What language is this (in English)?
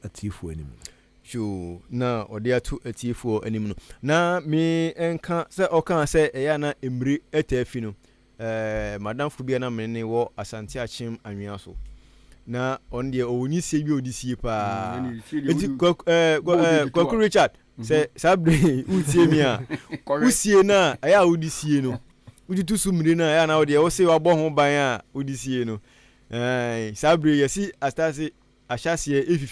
Akan